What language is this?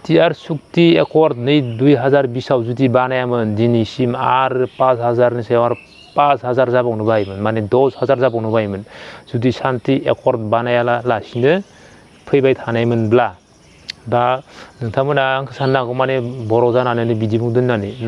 Bodo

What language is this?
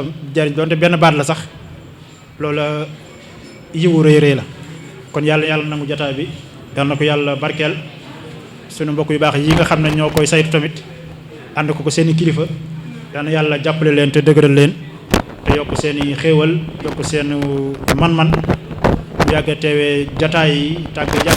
Wolof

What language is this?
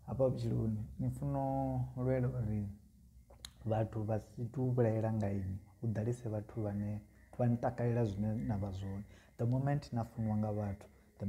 Venda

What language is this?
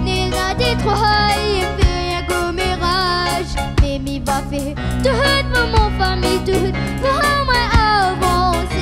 Réunion Creole French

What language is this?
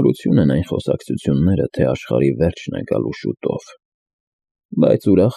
Armenian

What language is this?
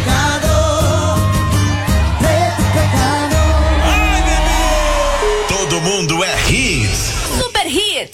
Portuguese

